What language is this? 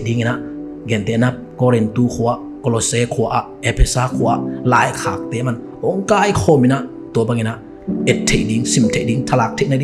Tedim Chin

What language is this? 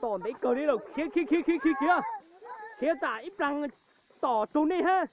Hmong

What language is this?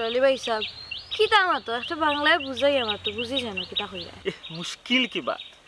Sylheti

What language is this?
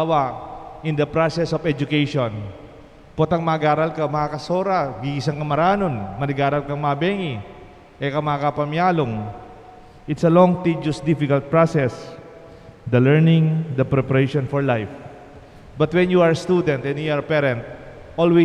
Pampanga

